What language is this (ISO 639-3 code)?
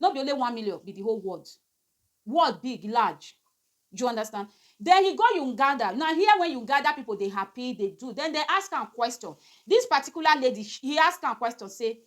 pcm